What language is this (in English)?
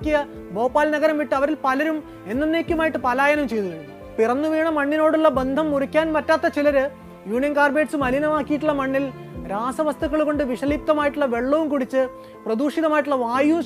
Malayalam